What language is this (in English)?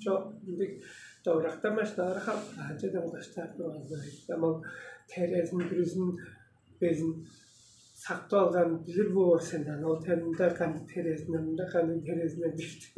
Tuvinian